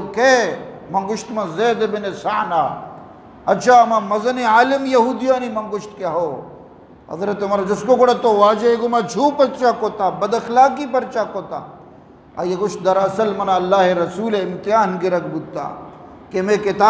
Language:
Eastern Balochi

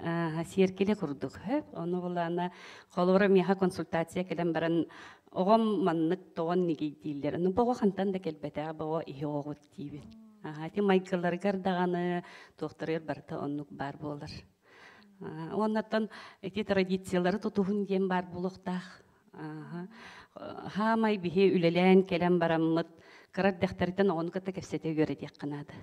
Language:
Yakut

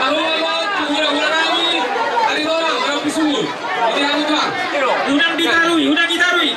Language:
Batak Toba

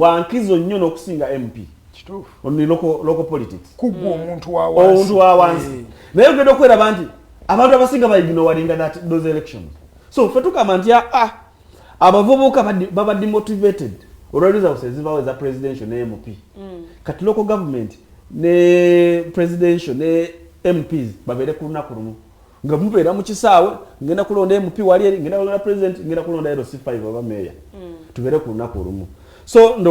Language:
Ganda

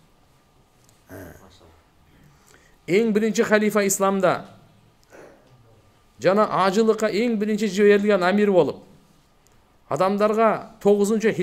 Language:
Kyrgyz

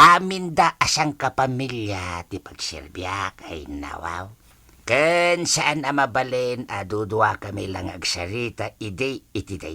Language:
Iloko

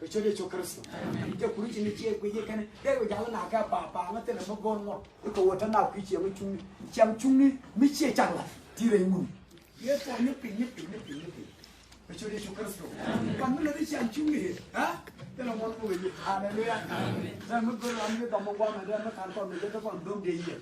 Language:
Nuer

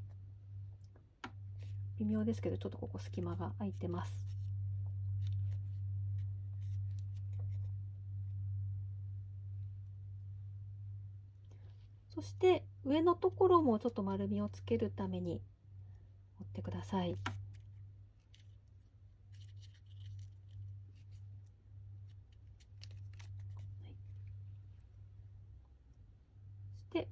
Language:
Japanese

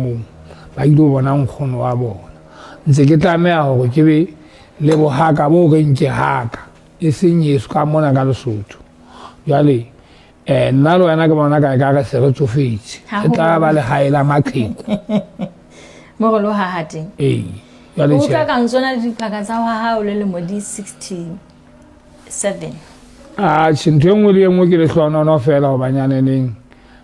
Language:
Southern Sotho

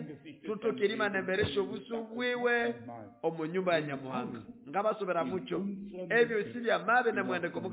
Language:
Nande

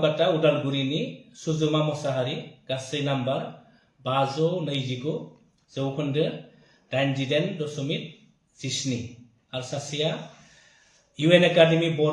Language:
Bodo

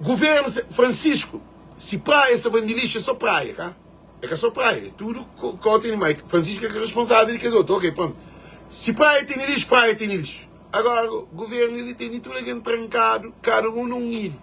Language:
Kabuverdianu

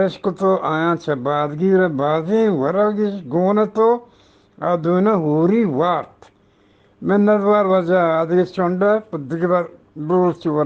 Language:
Eastern Balochi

